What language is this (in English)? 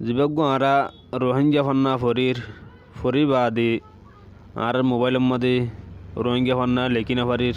Rohingya